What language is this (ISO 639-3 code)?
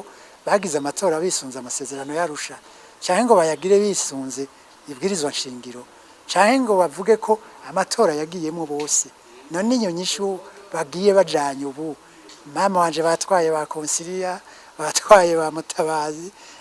run